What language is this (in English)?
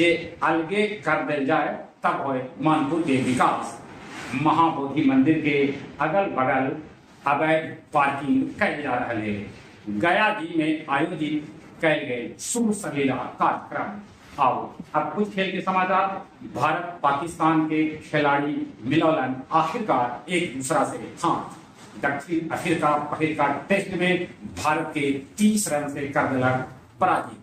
Magahi